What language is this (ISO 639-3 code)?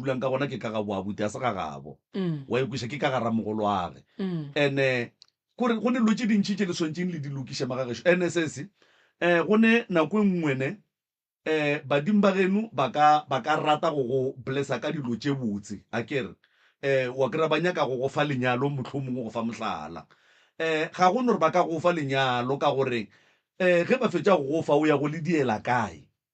nso